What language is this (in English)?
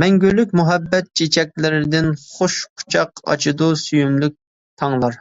Uyghur